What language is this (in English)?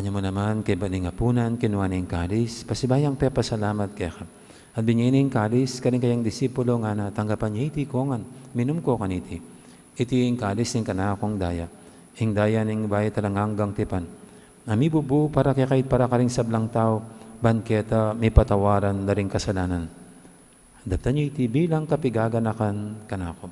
Pampanga